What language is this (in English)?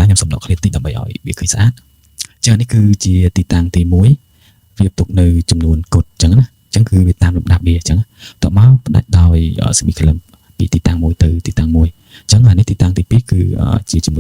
Khmer